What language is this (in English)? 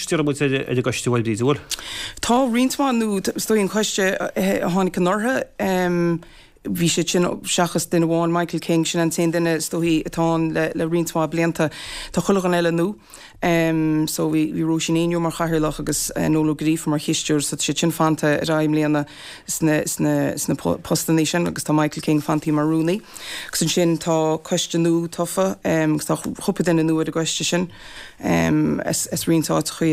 Irish